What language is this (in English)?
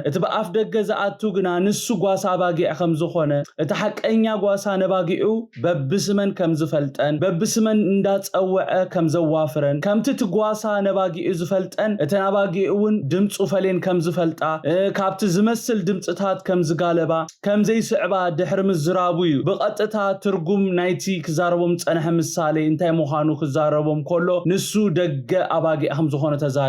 Tigrinya